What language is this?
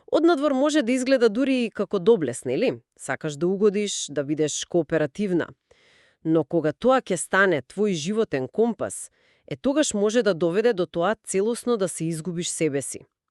Macedonian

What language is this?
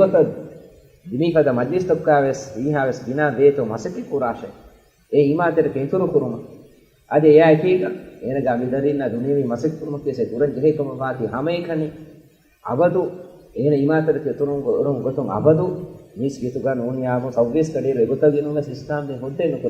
Divehi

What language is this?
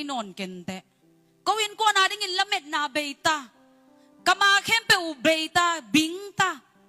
Tedim Chin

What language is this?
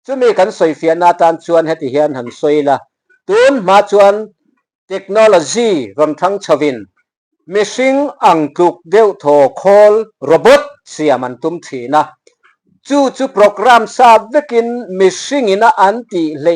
Mizo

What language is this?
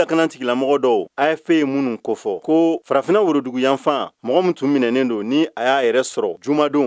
Bambara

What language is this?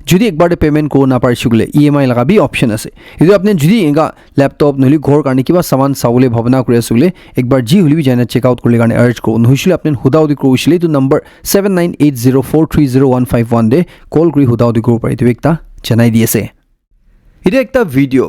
Naga Pidgin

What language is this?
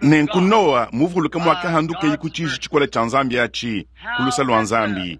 Luba-Lulua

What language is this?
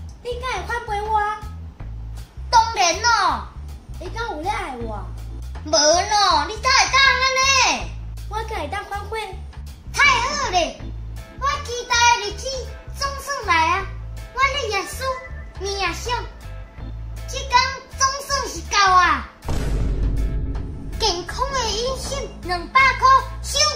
Min Nan Chinese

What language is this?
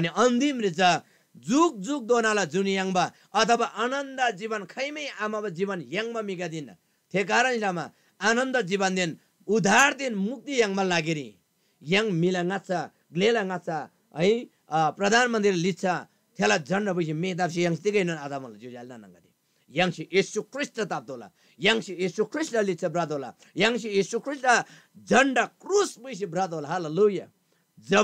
Eastern Tamang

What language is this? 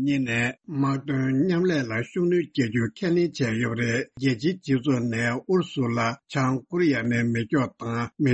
Tibetan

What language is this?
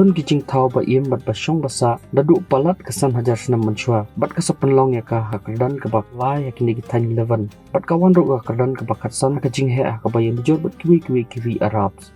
Khasi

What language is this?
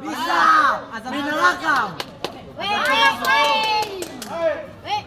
Ambonese Malay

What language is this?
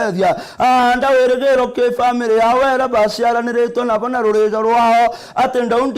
Meru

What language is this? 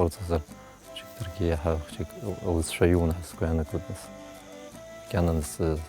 Abkhazian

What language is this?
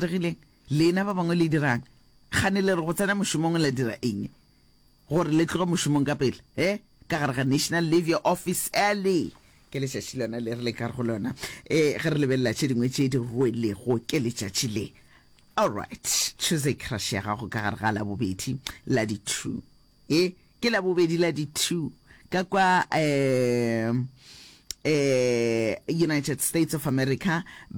Northern Sotho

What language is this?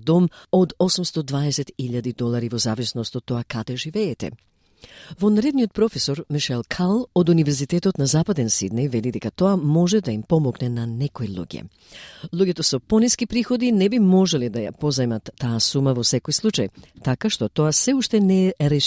Macedonian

